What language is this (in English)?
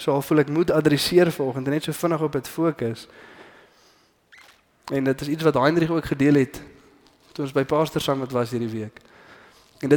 Afrikaans